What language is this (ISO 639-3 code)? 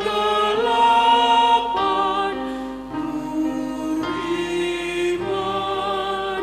bts